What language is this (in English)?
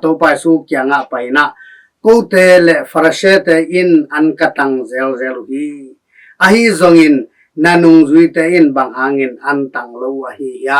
Tedim Chin